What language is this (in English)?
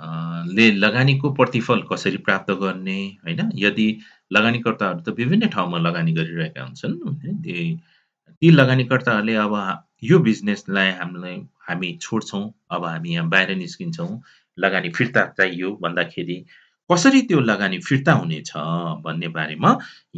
Nepali